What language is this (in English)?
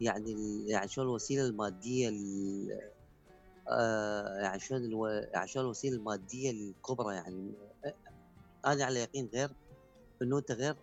Mesopotamian Arabic